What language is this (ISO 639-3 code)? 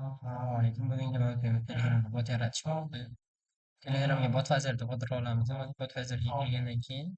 uzb